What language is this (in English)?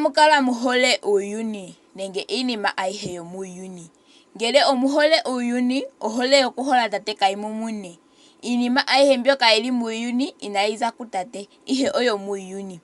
Ndonga